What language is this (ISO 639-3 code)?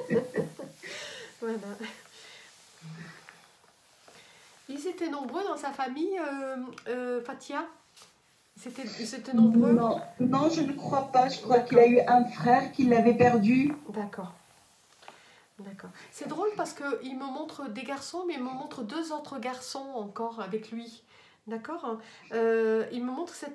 fra